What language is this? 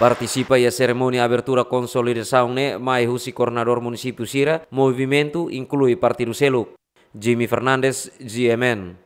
Tetum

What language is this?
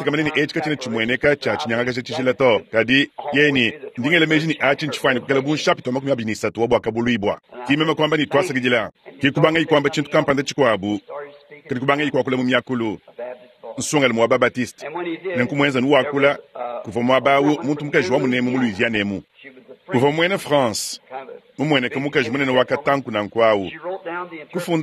Luba-Lulua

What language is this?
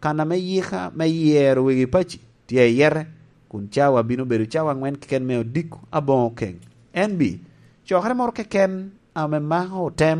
Lango (Uganda)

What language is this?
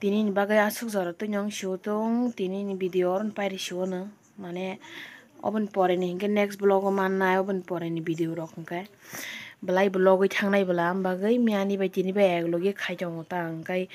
Kok Borok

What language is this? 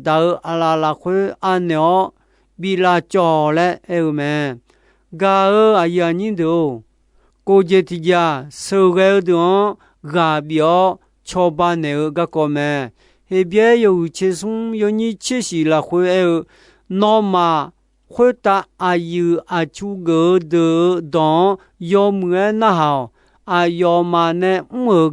Akha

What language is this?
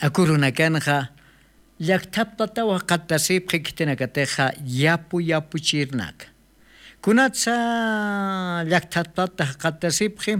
Aymara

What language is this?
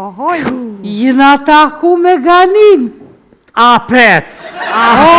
Albanian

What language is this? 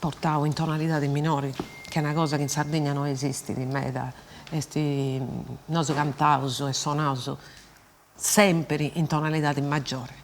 Sardinian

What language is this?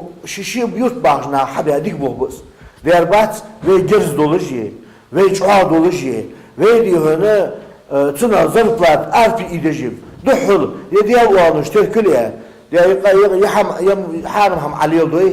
Ingush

